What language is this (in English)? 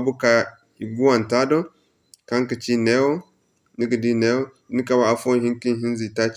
Zarma